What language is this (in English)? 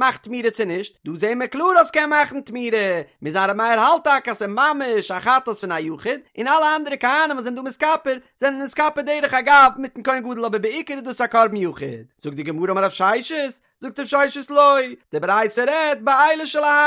Yiddish